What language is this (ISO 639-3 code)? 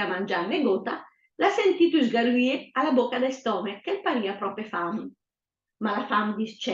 lmo